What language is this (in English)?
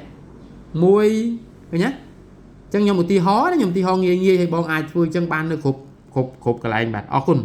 Khmer